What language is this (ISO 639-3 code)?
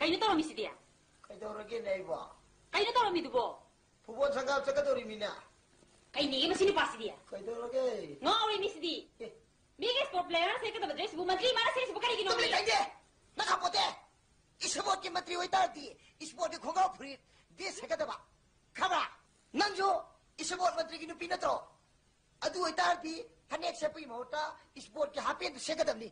mni